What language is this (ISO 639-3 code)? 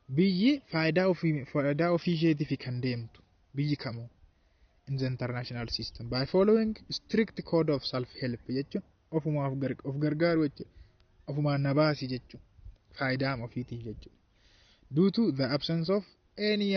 orm